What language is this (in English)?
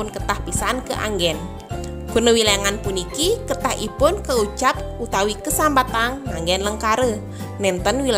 Balinese